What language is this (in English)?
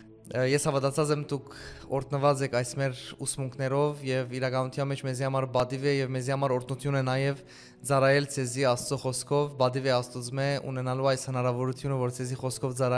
Western Armenian